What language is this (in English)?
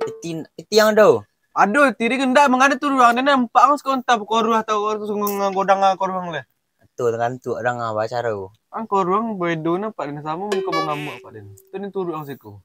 Minangkabau